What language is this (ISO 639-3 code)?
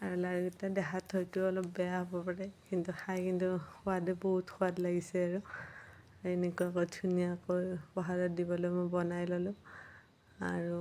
asm